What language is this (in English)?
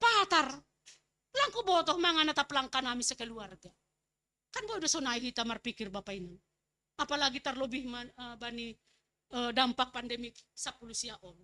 Batak Simalungun